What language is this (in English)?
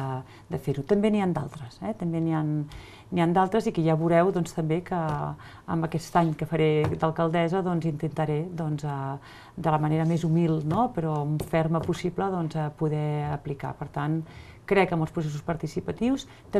Catalan